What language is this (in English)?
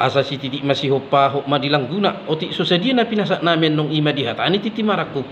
Batak Toba